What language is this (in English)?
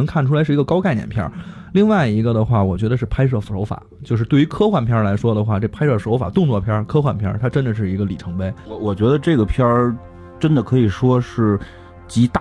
Chinese